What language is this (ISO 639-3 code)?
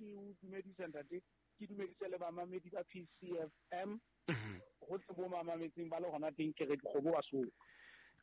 sot